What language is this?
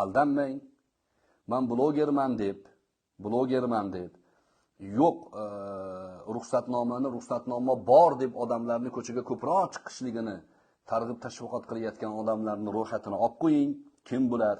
Uzbek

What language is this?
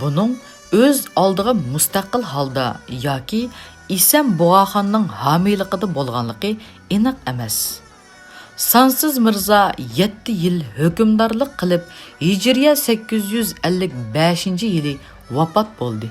Uyghur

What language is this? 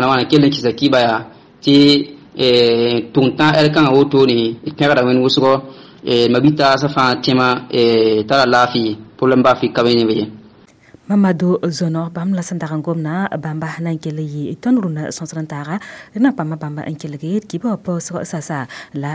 Mossi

